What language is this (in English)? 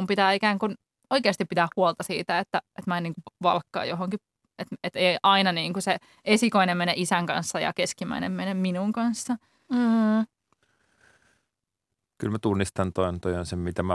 Finnish